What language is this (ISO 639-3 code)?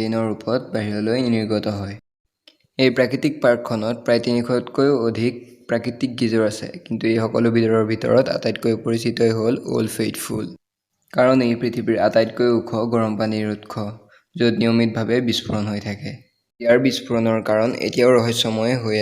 asm